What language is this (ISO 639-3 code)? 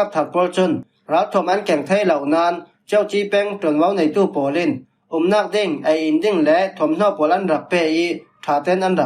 cfm